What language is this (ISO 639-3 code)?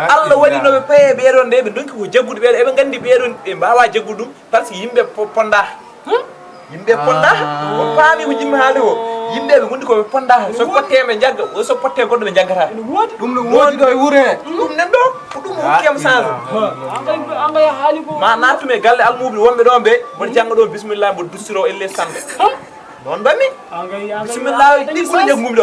ful